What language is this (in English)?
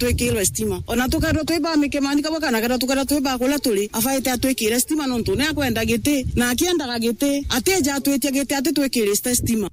Meru